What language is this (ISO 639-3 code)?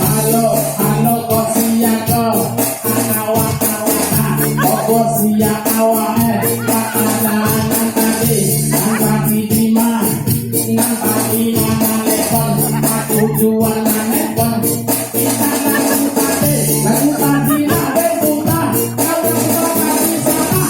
min